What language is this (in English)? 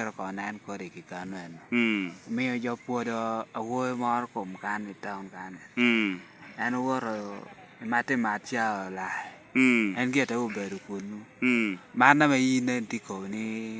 Lango (Uganda)